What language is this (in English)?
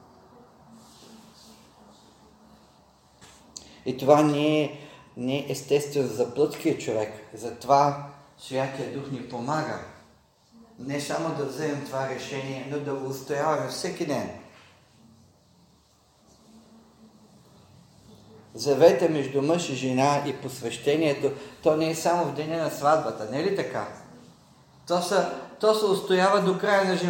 Bulgarian